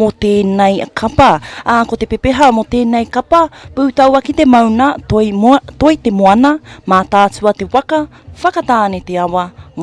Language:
Māori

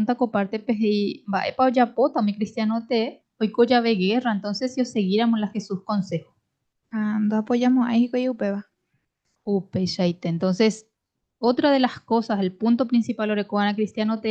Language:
Guarani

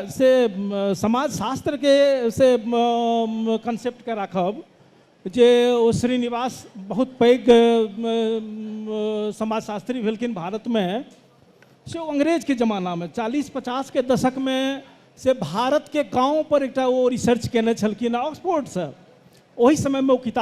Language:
Maithili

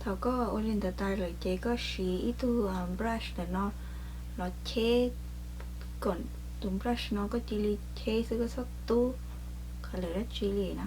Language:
Hmong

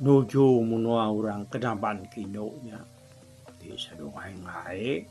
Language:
Iban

